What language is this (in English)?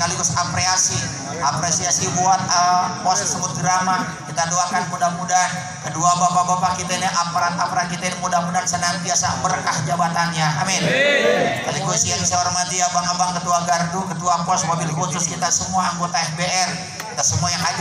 Indonesian